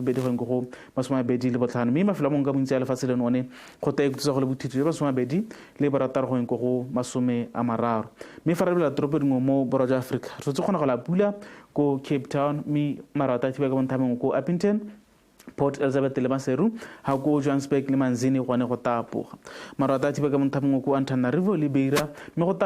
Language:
Tswana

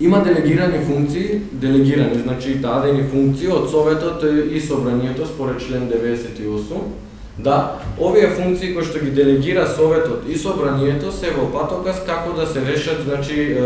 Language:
Macedonian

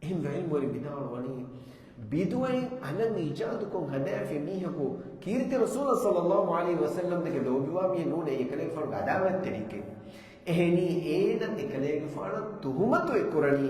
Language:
Divehi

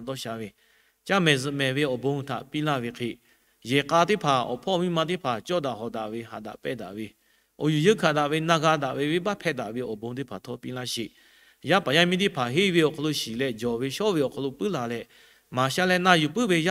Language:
Lahu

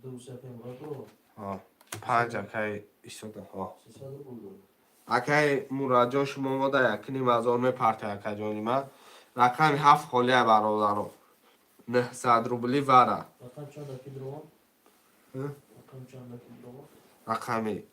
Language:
Tajik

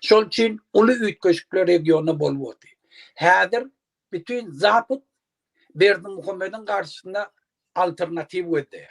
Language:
Turkmen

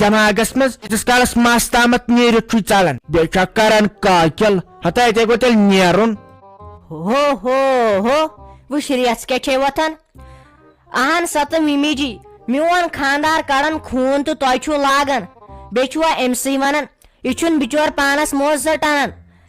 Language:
Kashmiri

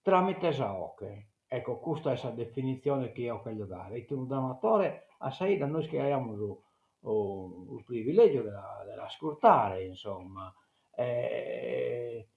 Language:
Sardinian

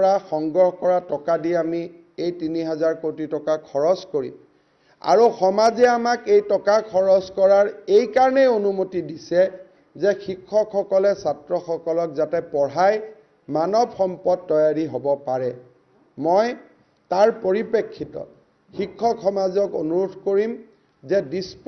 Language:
Assamese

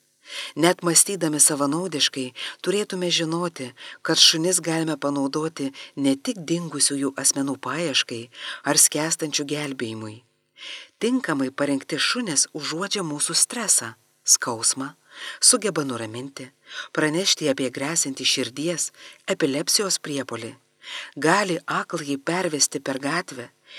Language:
Lithuanian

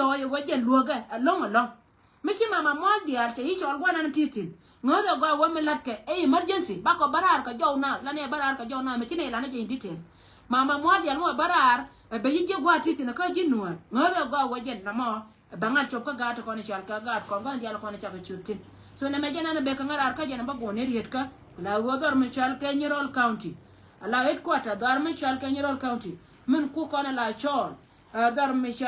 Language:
Nuer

